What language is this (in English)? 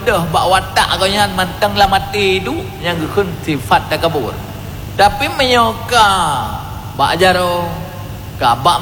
Achinese